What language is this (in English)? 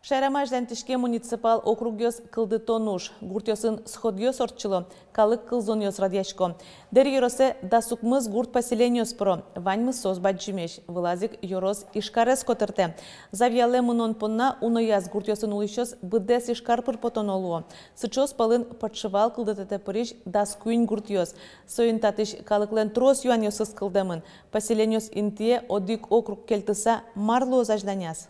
Udmurt